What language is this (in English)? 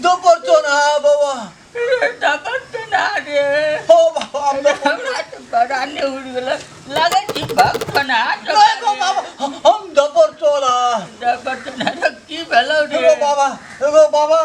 Maithili